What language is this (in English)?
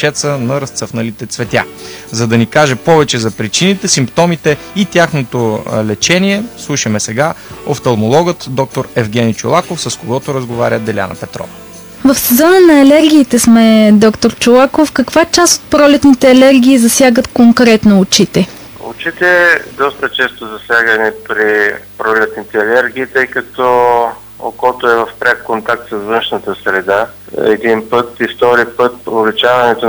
Bulgarian